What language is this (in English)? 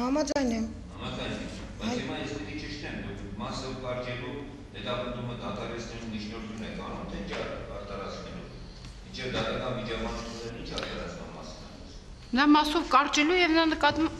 Armenian